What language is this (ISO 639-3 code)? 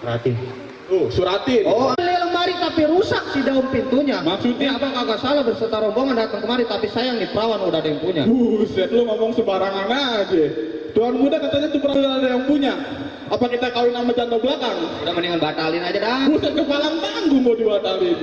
bew